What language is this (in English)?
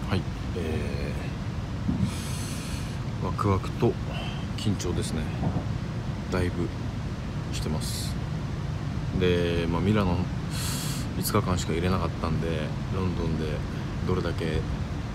Japanese